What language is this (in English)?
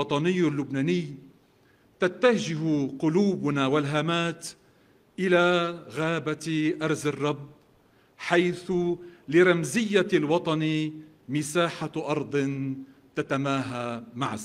North Levantine Arabic